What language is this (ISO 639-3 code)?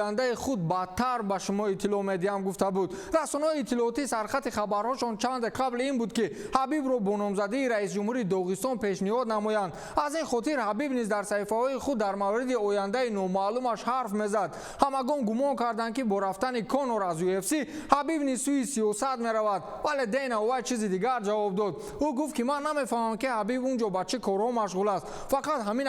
tgk